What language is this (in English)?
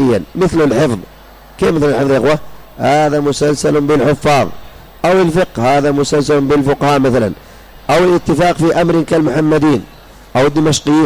Arabic